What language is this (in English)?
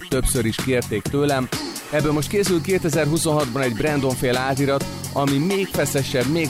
Hungarian